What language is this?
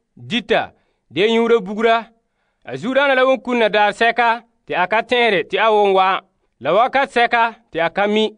Frafra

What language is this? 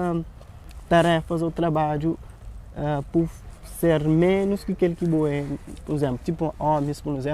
Kabuverdianu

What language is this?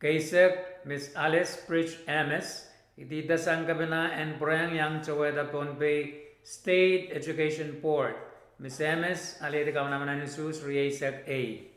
Pohnpeian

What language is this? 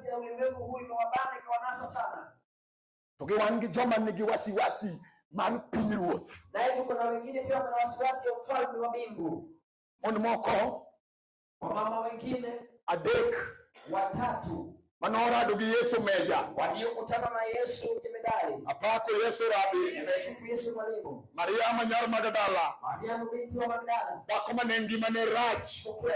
Luo (Kenya and Tanzania)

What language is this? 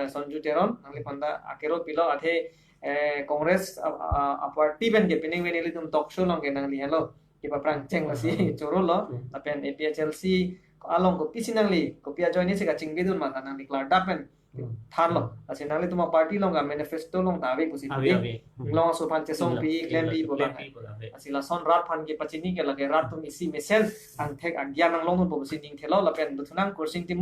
Karbi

